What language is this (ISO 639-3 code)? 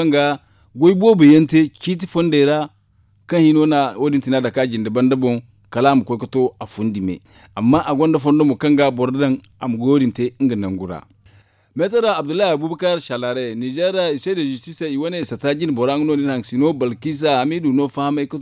dje